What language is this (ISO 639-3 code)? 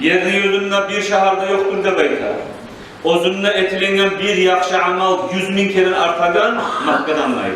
kum